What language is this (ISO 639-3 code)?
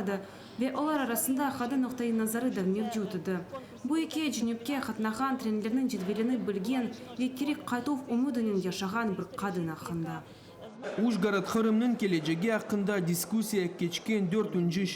crh